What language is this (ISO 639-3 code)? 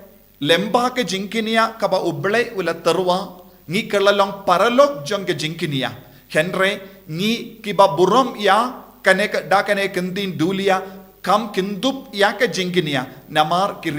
kha